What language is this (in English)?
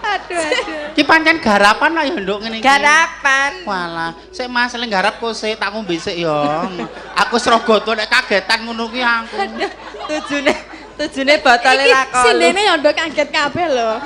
Javanese